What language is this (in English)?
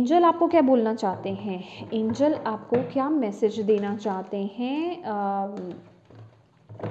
Hindi